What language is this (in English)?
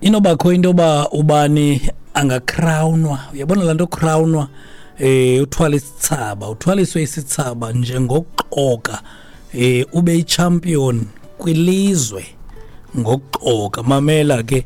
Xhosa